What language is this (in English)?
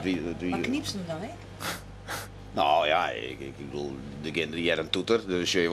Western Frisian